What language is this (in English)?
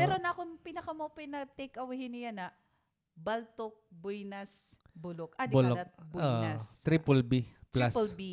Waray